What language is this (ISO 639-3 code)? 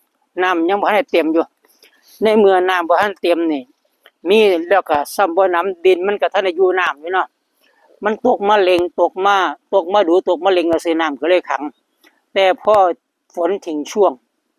tts